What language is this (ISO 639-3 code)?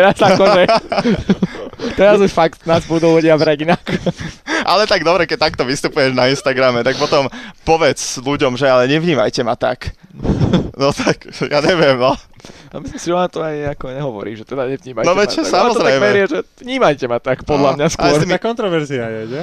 slk